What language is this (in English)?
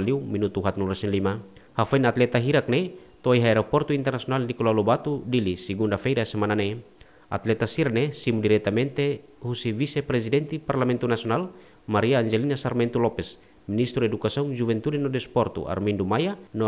Tetum